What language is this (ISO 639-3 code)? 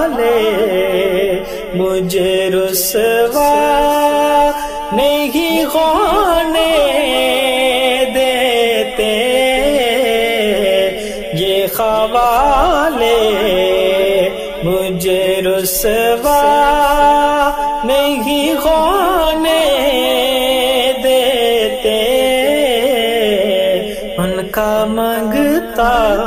urd